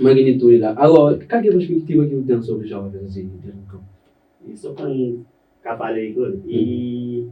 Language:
Kabuverdianu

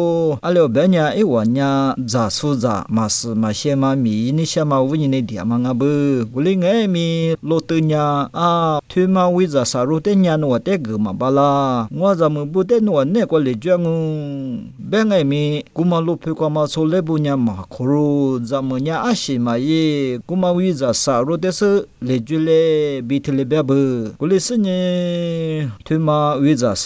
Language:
Lisu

